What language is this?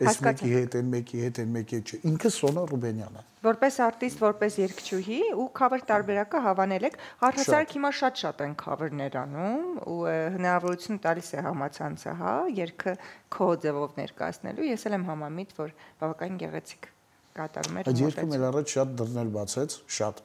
Armenian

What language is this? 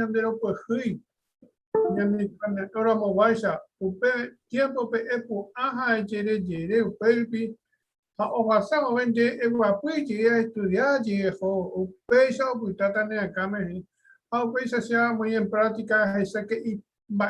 Guarani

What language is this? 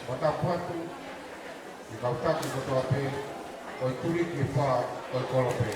Tongan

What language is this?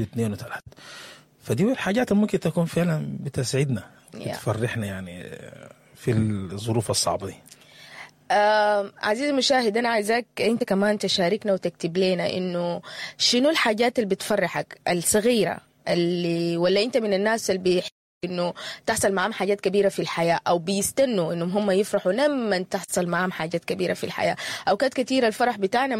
Sudanese Arabic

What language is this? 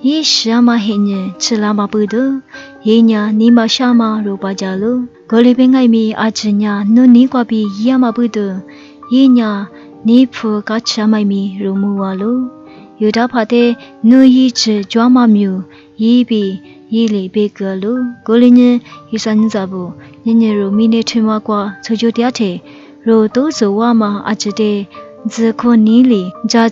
Lisu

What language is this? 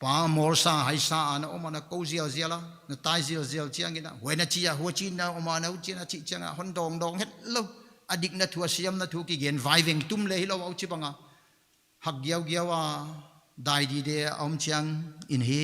Paite Chin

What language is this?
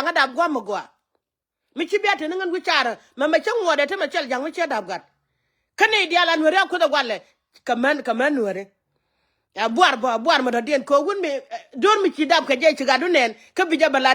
Nuer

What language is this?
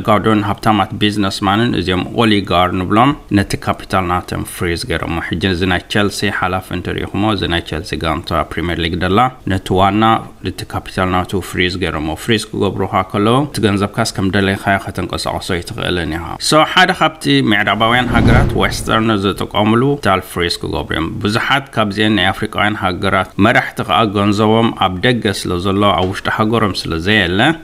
Tigrinya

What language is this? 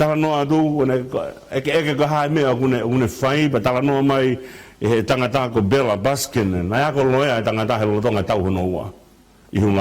Tongan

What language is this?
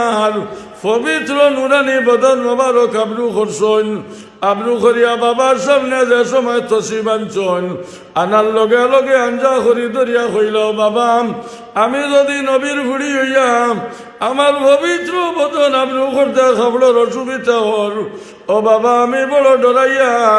Sylheti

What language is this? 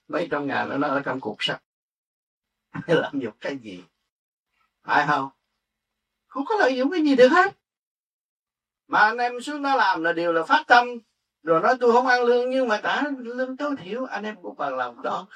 Vietnamese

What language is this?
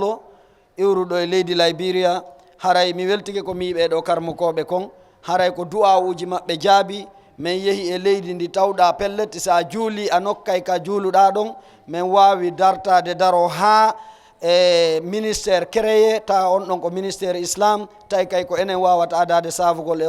Fula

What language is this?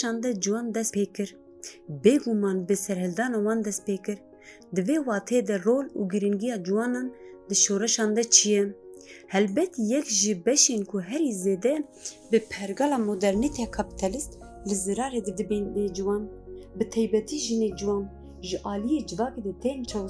Kurdish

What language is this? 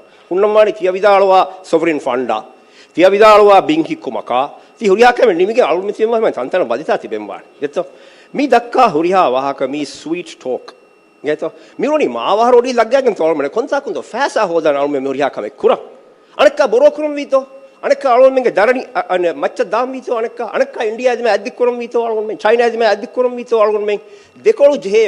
Divehi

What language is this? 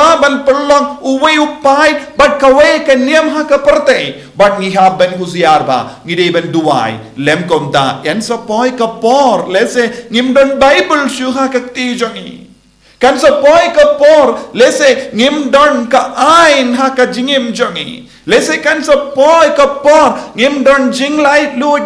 Khasi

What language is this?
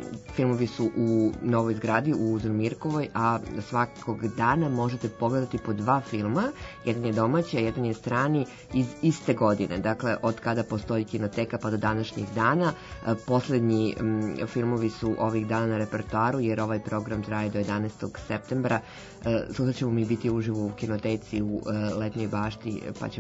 Serbian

